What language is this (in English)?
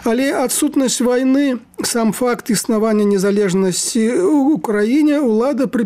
Belarusian